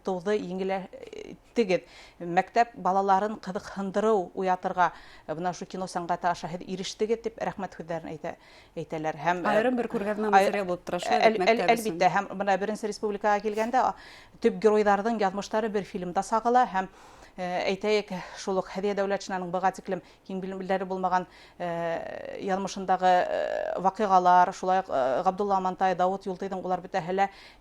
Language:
Bashkir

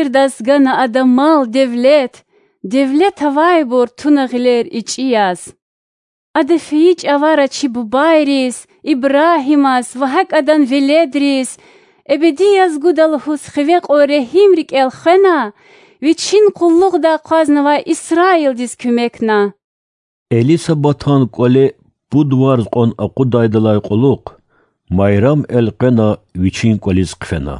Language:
Lezghian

